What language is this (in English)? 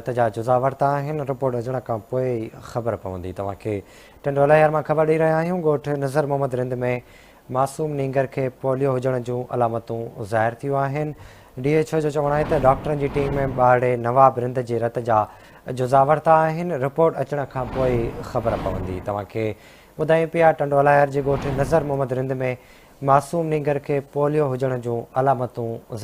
Sindhi